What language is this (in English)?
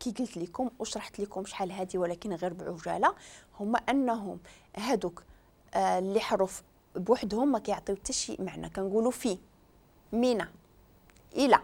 Moroccan Arabic